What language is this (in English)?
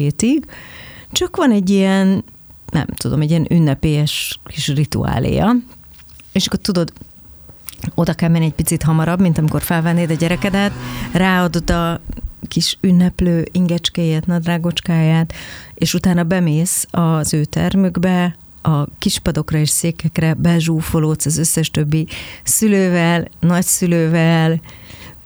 Hungarian